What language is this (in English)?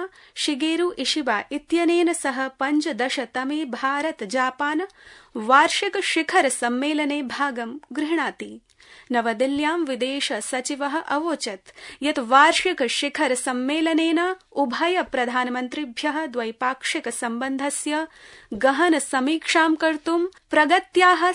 Sanskrit